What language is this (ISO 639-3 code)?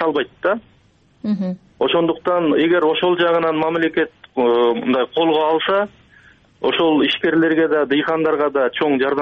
kir